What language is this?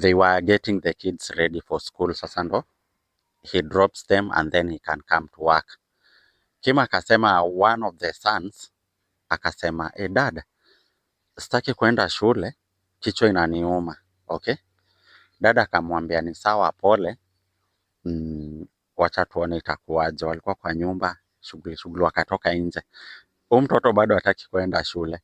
Swahili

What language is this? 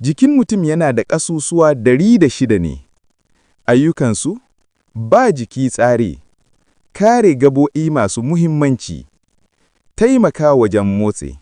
Hausa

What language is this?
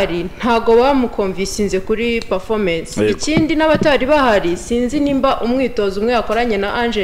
Kinyarwanda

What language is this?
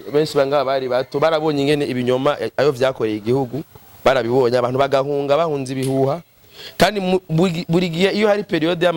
Rundi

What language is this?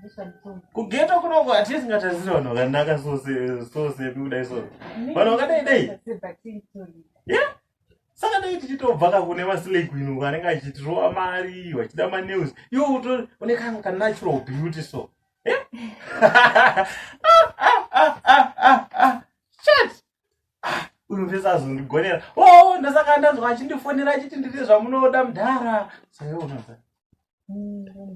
Shona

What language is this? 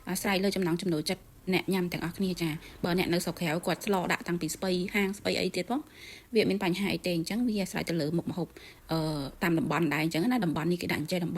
Khmer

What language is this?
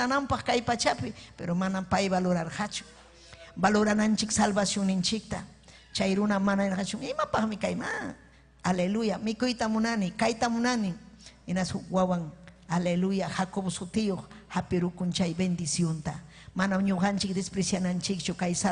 Ayacucho Quechua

